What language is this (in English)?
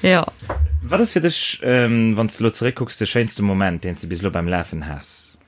Luxembourgish